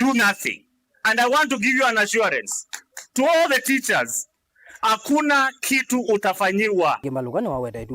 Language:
Kamba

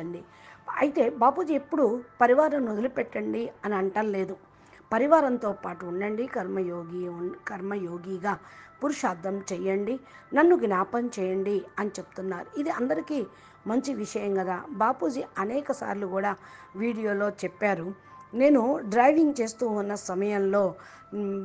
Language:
Telugu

